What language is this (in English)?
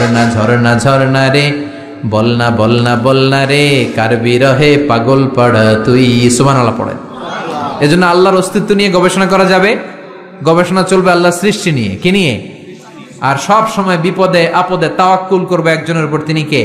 Bangla